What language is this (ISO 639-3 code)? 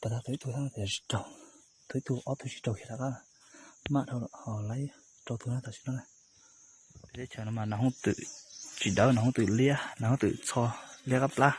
hmn